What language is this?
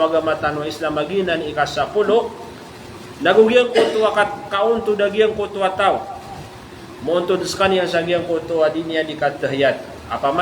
Maranao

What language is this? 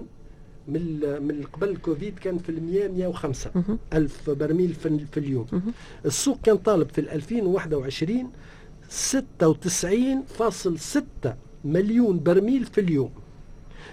Tunisian Arabic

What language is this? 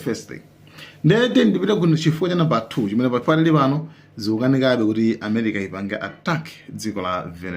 Nyanja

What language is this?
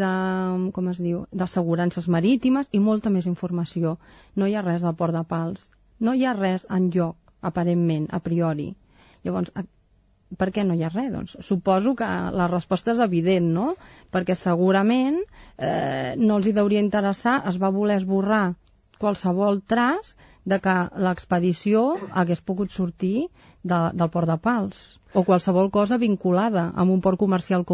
Catalan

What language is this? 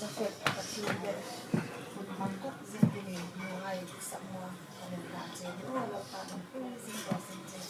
Hmar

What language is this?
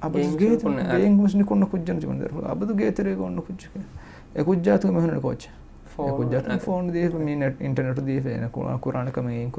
Divehi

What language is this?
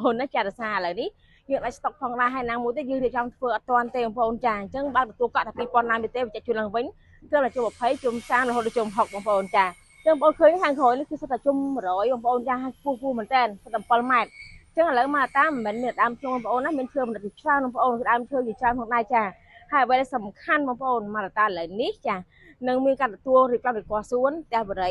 Khmer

